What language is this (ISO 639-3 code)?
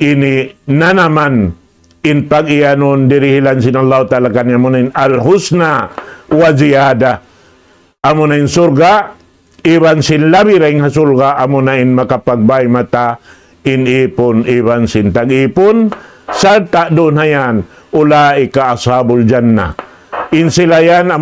tsg